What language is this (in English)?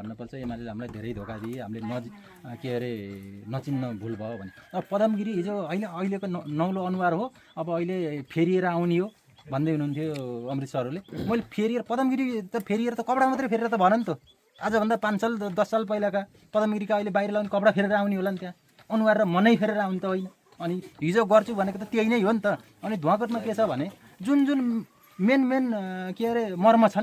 Nepali